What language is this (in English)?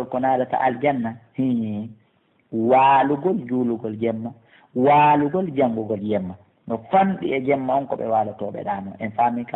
Pular